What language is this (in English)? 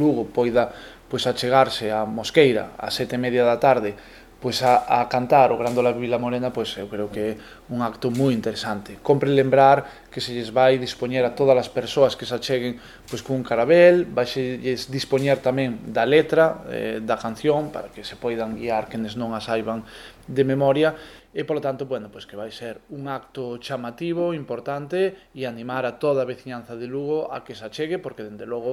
Galician